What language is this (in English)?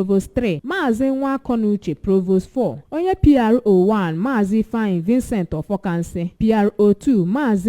Igbo